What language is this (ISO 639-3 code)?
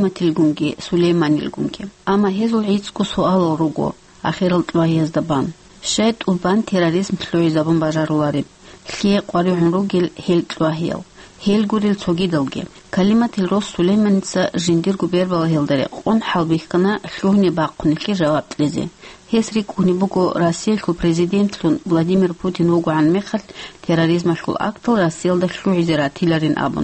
ava